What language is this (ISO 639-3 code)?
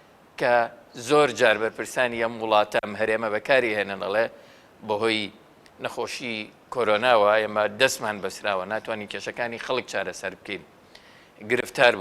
ckb